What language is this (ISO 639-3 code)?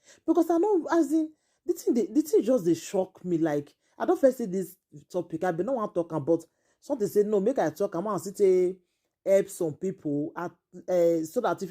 pcm